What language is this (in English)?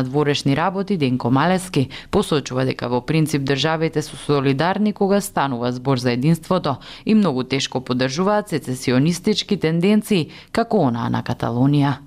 Macedonian